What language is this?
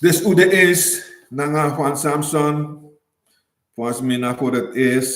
Sranan Tongo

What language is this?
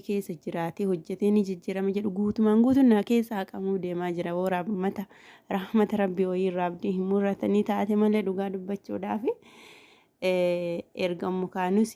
Oromo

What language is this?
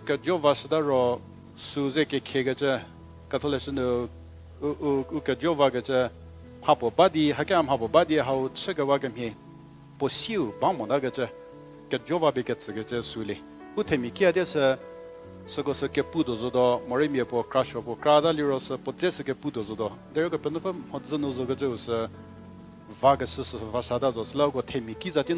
Angami Naga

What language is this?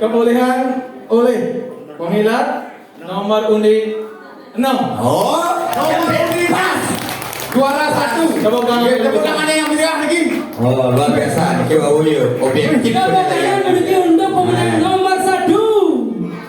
Balinese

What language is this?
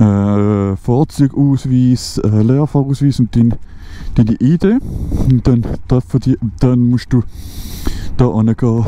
Swiss German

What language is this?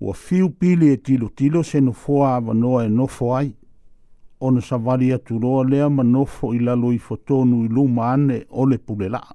Samoan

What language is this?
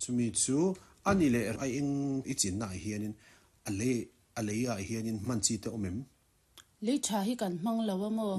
Mizo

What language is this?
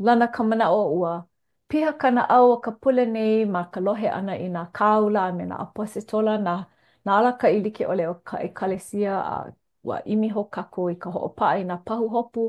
Hawaiian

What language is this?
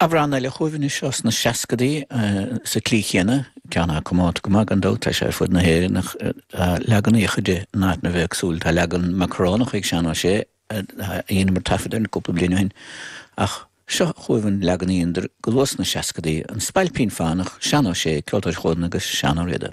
Irish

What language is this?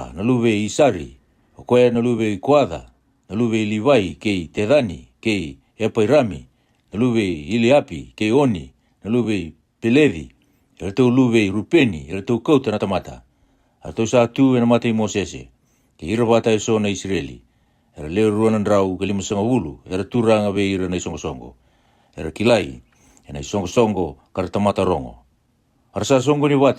Fijian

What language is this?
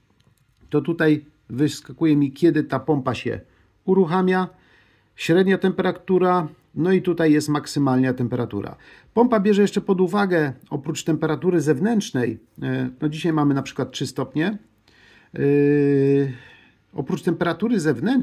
Polish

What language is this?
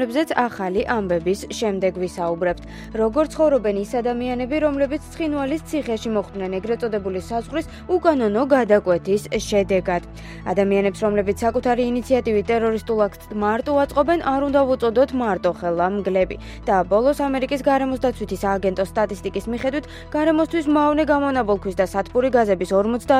Georgian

